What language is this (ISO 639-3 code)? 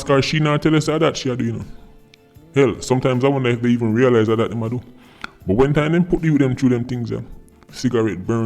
jam